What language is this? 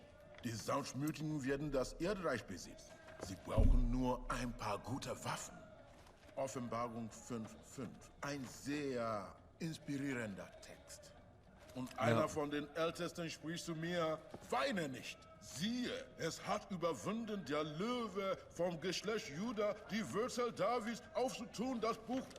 Swiss German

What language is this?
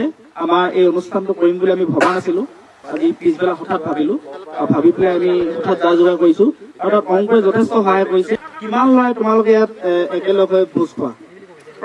Assamese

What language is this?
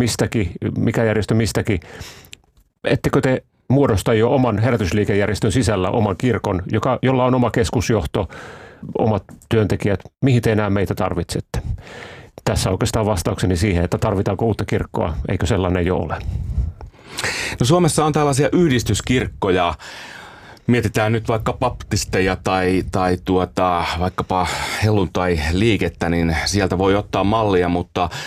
Finnish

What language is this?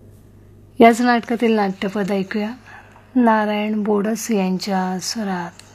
Marathi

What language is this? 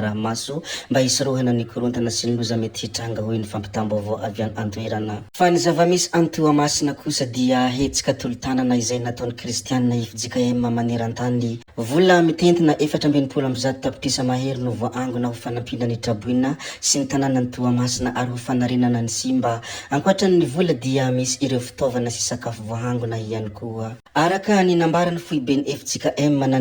Malagasy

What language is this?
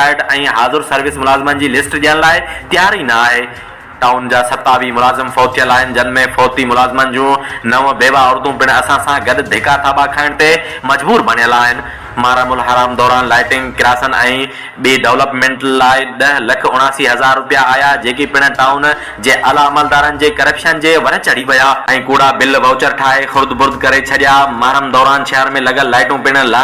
Sindhi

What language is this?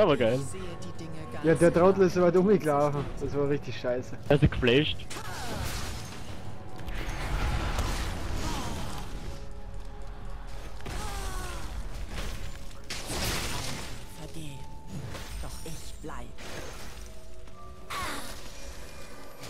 German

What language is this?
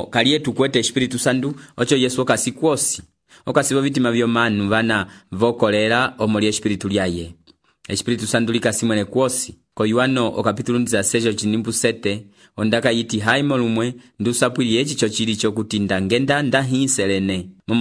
Umbundu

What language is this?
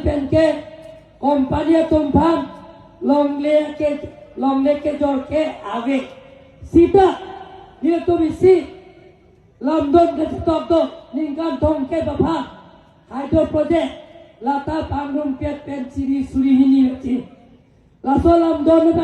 Karbi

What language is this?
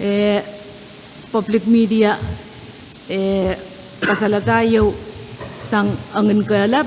Pohnpeian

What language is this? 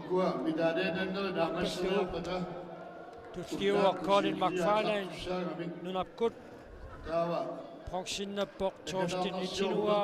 Kalaallisut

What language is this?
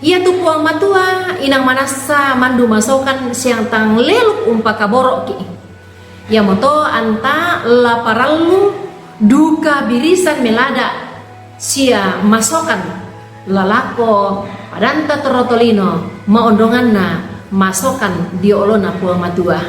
Toraja-Sa'dan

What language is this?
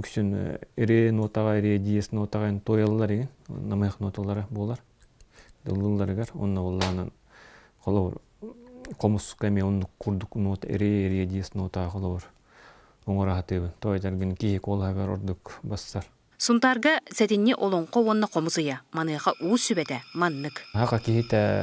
Yakut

